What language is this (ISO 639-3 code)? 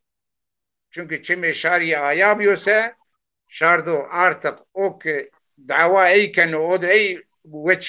zza